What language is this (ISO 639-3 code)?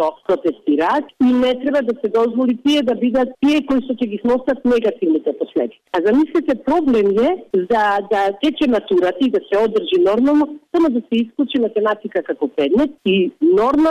mkd